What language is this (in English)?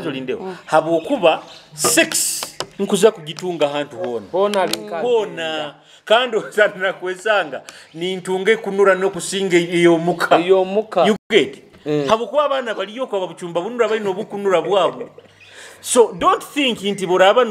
Nyoro